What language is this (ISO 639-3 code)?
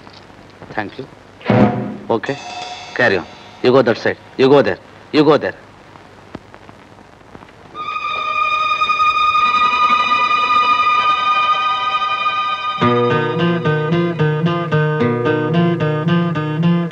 kan